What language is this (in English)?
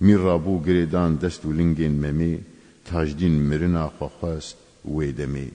Kurdish